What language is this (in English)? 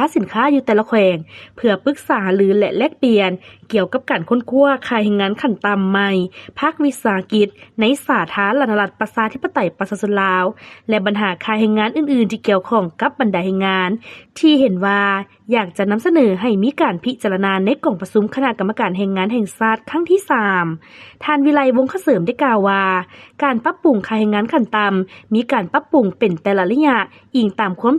Lao